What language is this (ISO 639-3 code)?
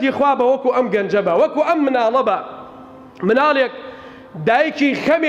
ckb